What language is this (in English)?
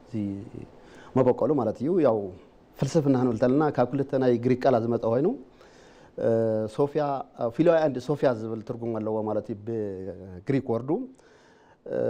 Tigrinya